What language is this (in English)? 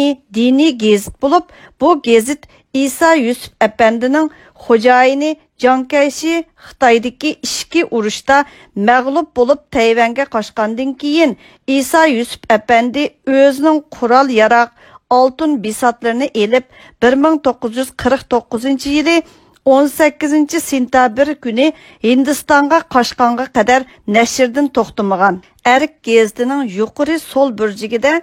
Uyghur